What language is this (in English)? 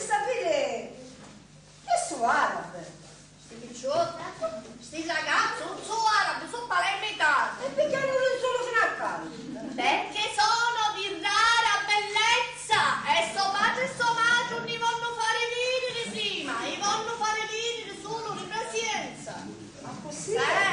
Sicilian